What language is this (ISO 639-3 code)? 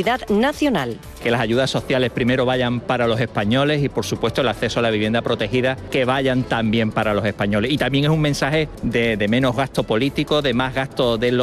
spa